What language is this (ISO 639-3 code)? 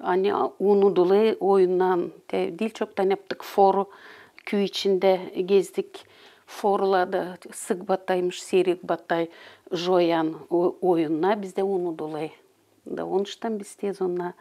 gag